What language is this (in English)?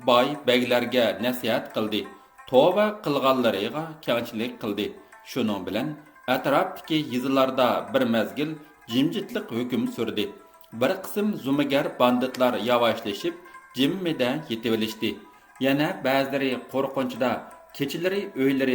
Uyghur